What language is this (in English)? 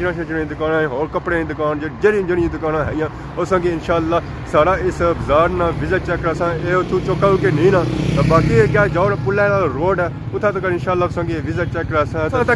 Pahari-Potwari